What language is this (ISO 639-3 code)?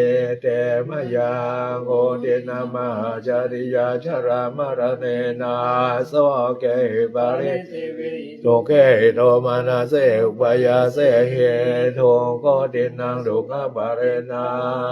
pli